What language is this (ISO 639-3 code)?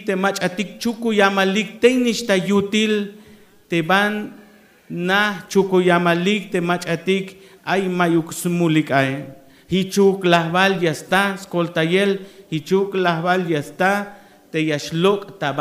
tzh